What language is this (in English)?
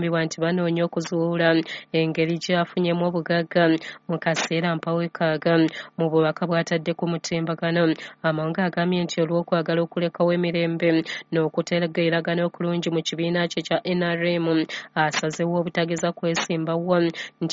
Ganda